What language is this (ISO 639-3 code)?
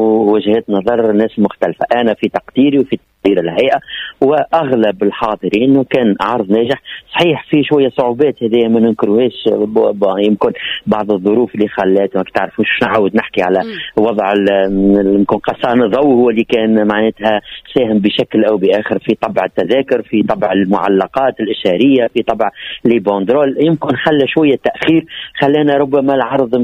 aeb